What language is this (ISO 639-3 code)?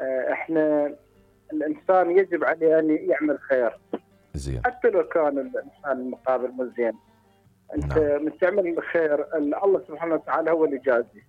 acm